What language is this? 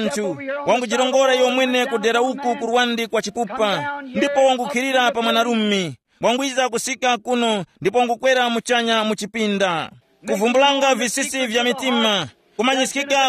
Tumbuka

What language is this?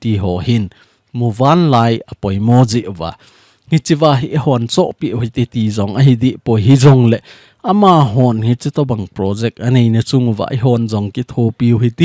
Thado Chin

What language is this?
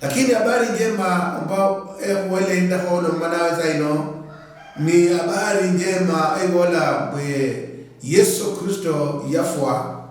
Luyia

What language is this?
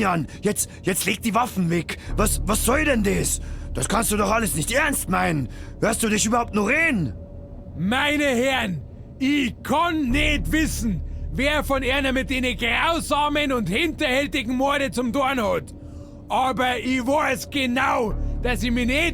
Bavarian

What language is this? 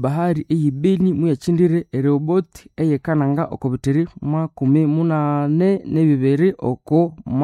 Nande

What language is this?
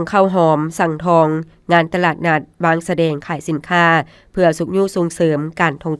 Lao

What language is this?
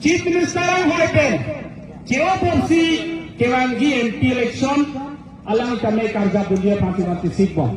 Karbi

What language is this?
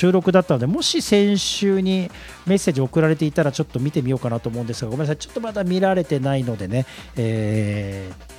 Japanese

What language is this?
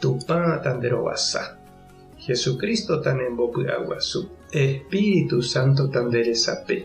Guarani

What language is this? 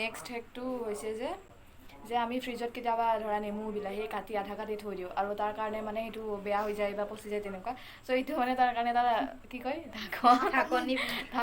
Assamese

